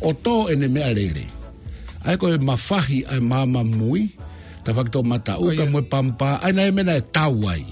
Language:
Tongan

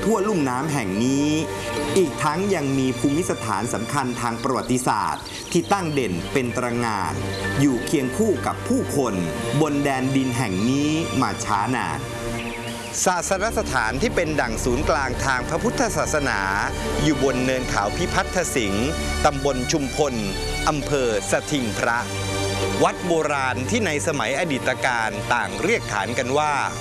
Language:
Thai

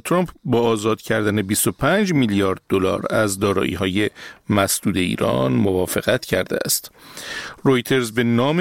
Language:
Persian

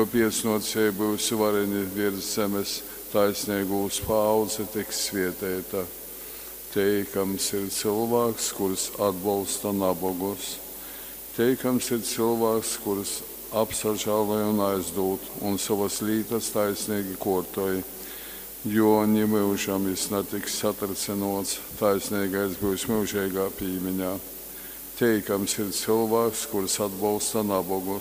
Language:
Latgalian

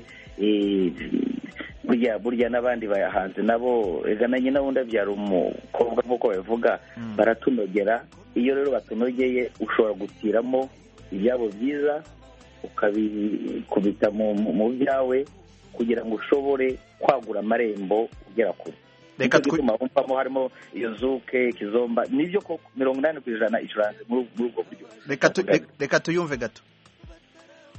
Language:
Kinyarwanda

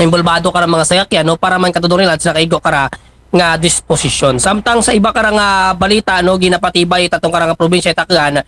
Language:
Aklanon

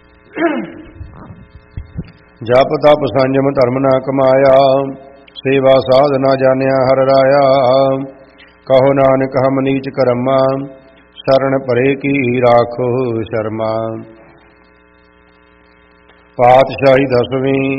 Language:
Punjabi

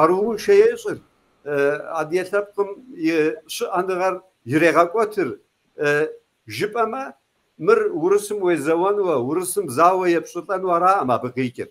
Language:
Kabardian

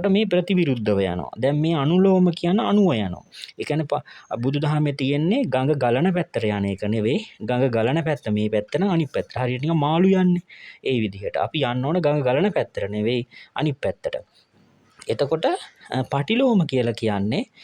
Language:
Sinhala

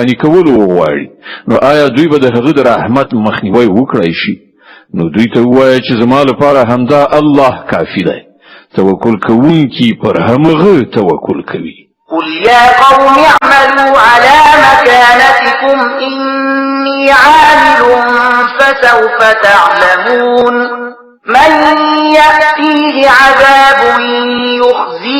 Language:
Pashto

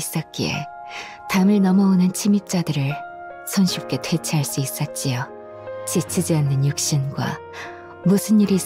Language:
Korean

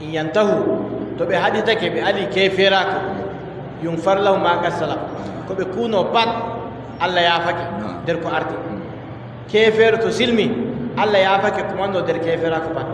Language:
Adamawa Fulfulde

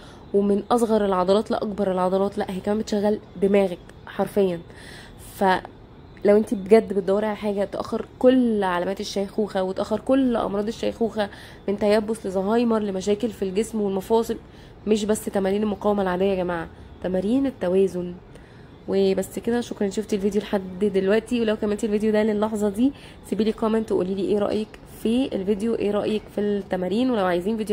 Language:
Egyptian Arabic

